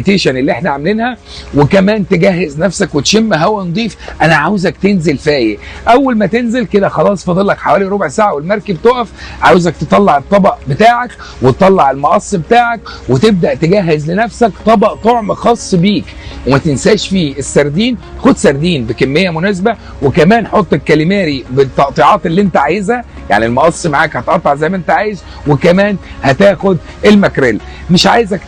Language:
Egyptian Arabic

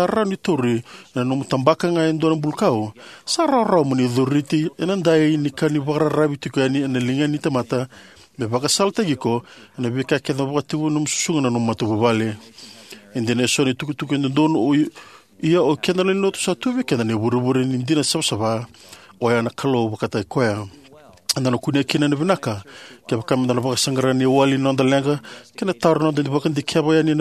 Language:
Fijian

